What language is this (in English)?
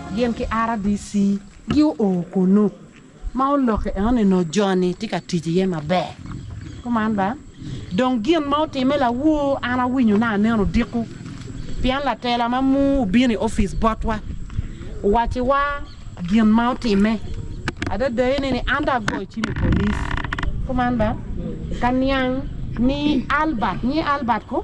Acoli